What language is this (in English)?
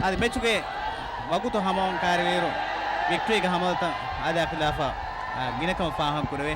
Divehi